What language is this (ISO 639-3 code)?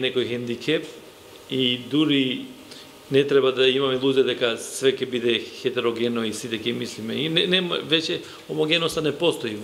mkd